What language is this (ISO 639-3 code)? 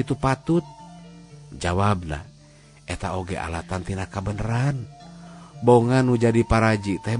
sun